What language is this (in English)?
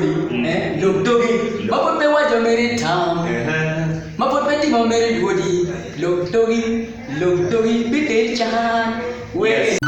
Acoli